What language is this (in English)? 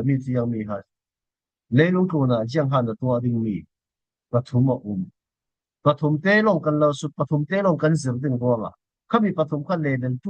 Falam Chin